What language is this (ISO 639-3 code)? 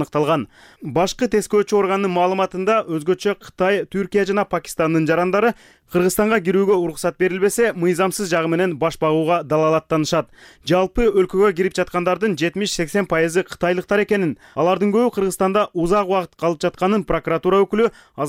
kir